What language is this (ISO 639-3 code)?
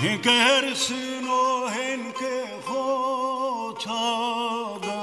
zza